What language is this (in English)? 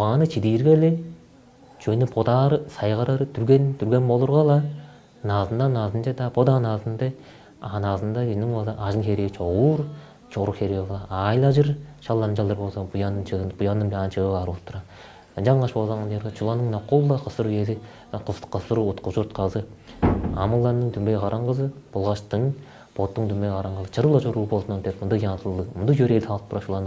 Tuvinian